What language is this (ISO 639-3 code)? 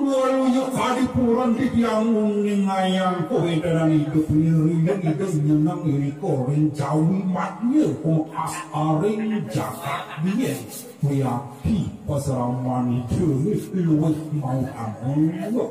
ban